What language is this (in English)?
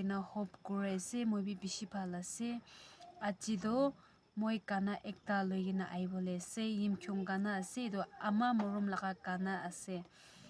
Yimchungru Naga